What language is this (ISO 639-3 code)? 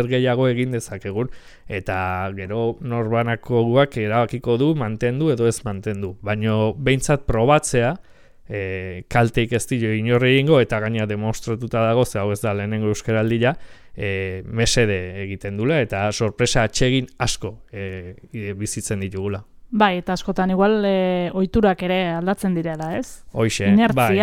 eus